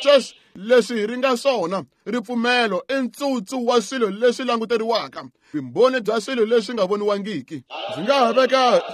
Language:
Tsonga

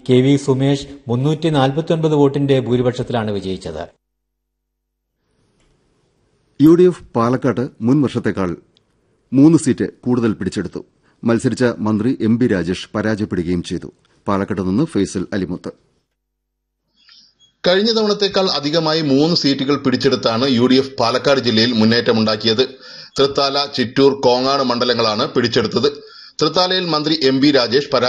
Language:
Malayalam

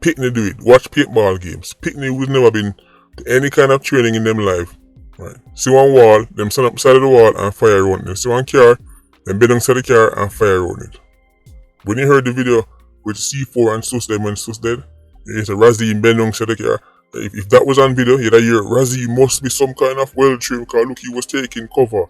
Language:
Jamaican Creole English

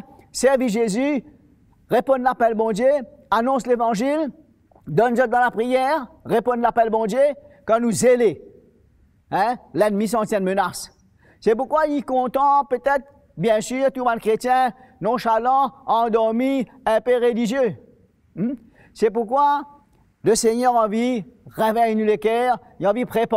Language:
Morisyen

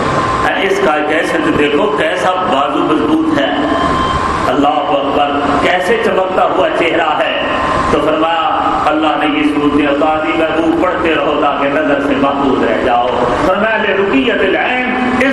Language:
Urdu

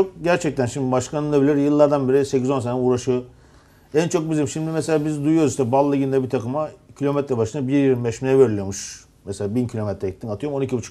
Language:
Turkish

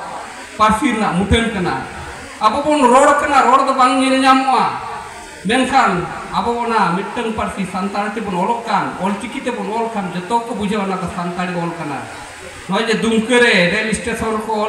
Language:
Santali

